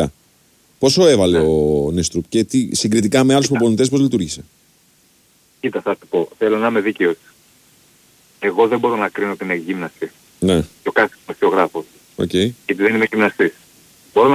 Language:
Greek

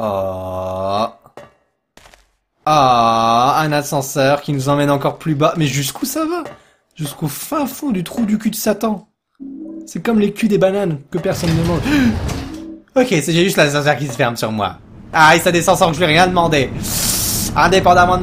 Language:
French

